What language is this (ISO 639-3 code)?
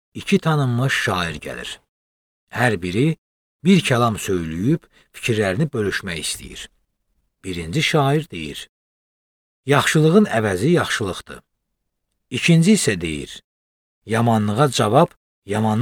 aze